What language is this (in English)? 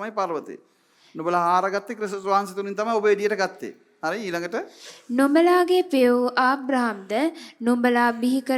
Sinhala